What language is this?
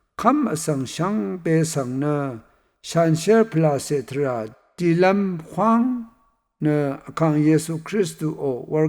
Rawang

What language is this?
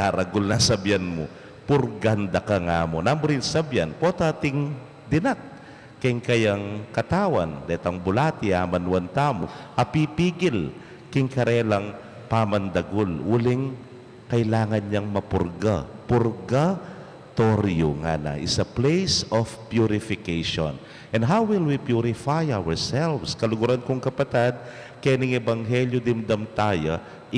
Pampanga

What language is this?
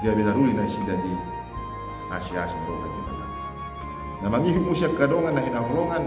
Batak Toba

